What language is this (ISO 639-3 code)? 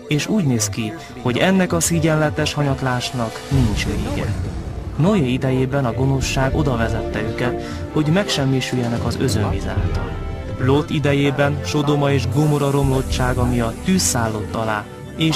hun